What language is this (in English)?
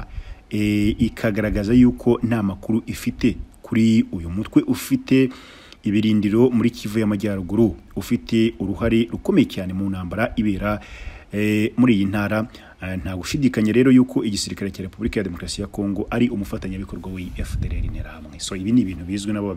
Kinyarwanda